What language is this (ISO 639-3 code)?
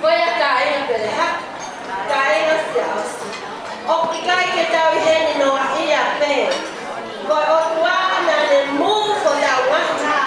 ton